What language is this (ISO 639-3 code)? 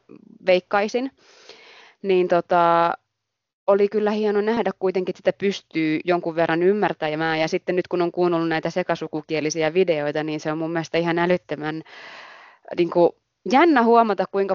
fin